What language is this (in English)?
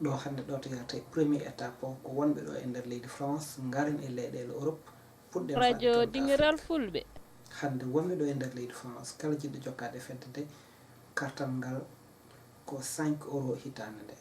Fula